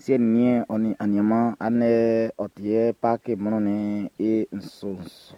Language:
Baoulé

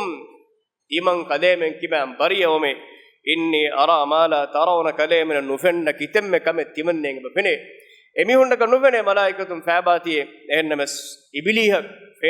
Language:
Divehi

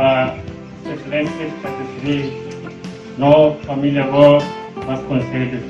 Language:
Tetum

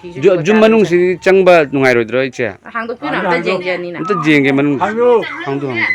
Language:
Manipuri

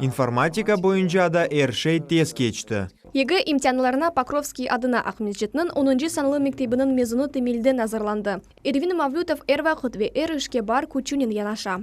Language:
Crimean Tatar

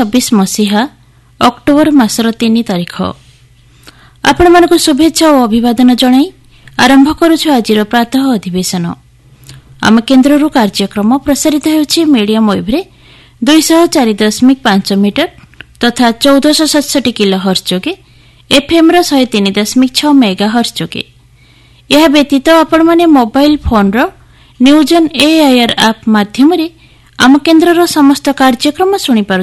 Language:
Odia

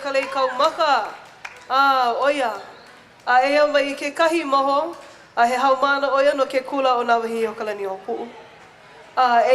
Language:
Hawaiian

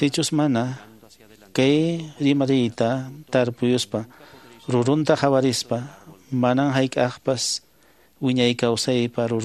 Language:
Quechua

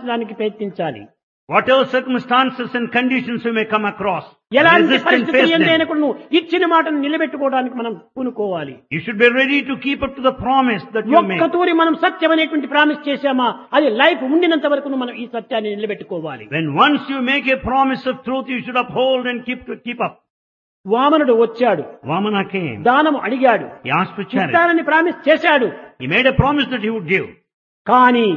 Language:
Telugu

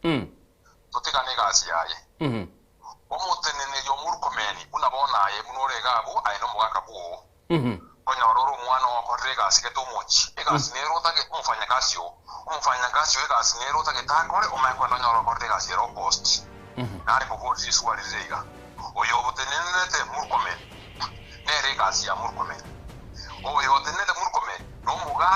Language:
Gusii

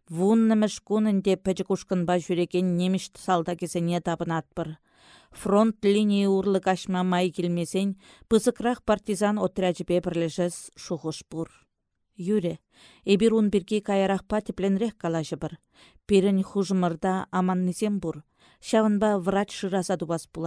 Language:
Chuvash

